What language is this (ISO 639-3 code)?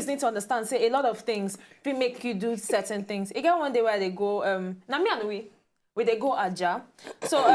pcm